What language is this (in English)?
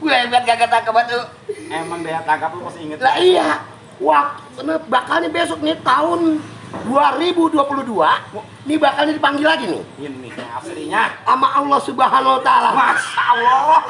Betawi